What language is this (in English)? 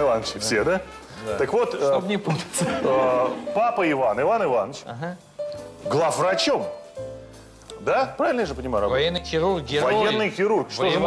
Russian